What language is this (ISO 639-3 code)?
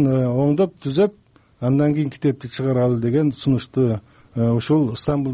kir